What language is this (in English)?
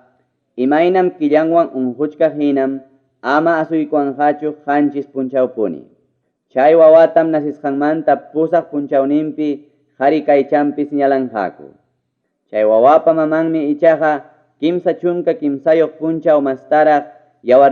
Ayacucho Quechua